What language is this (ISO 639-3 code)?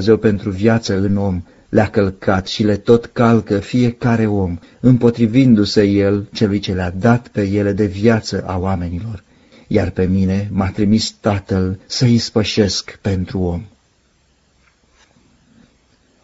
ron